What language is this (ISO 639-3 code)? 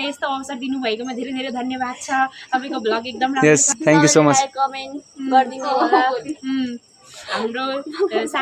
nep